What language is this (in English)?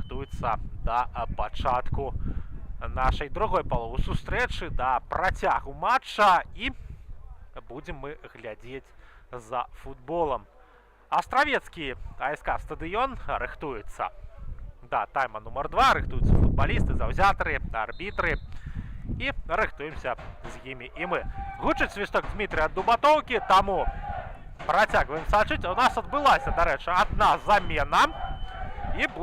Belarusian